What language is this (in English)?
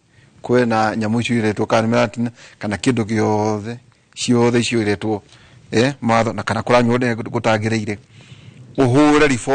Kikuyu